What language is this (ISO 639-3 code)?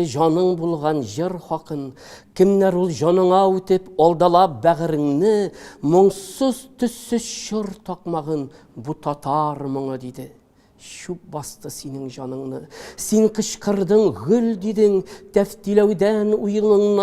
tat